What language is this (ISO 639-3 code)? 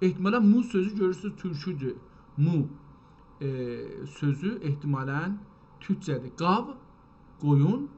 azb